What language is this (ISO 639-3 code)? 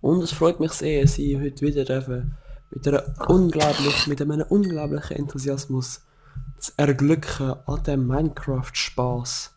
gsw